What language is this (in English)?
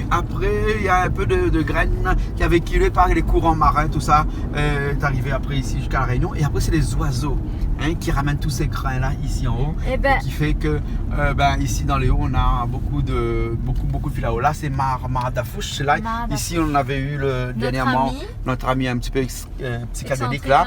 Réunion Creole French